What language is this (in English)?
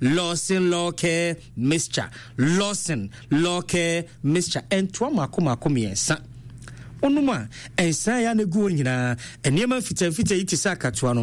Akan